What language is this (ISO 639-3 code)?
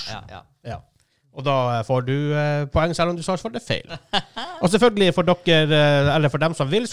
nor